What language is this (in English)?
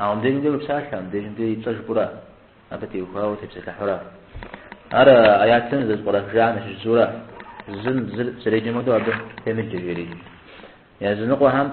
Kabardian